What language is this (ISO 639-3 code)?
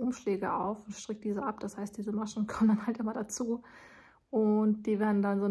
deu